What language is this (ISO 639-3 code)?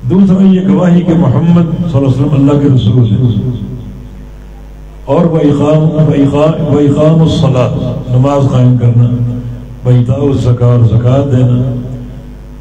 urd